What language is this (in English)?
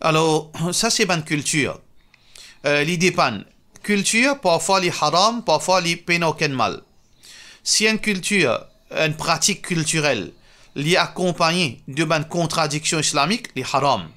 Morisyen